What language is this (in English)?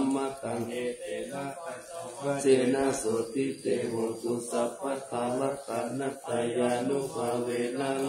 Pali